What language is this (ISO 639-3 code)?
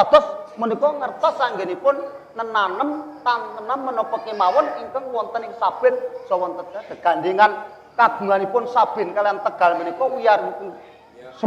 jav